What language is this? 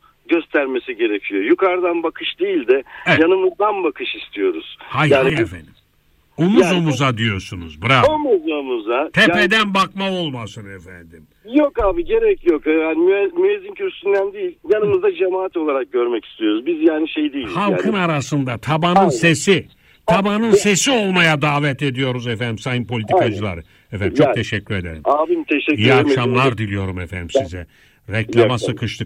Turkish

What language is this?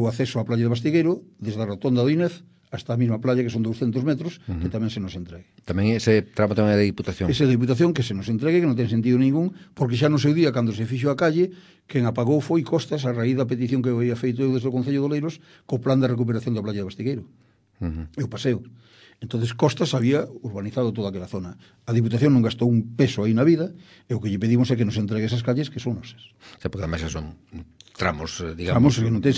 Galician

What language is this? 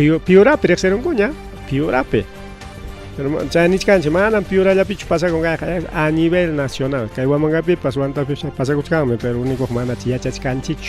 Ayacucho Quechua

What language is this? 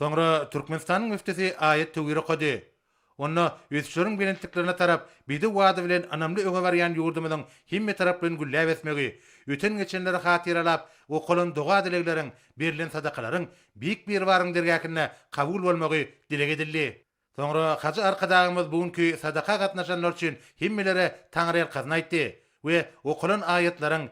Turkmen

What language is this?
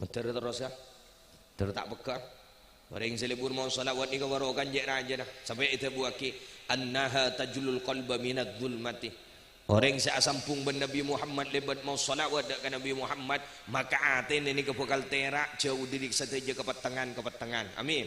Madurese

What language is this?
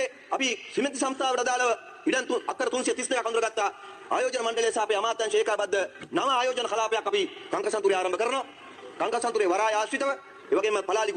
Sinhala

